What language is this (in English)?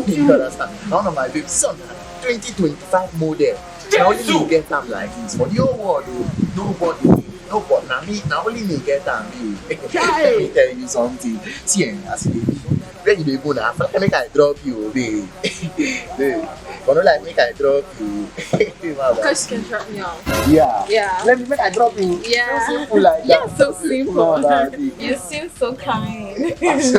Nigerian Pidgin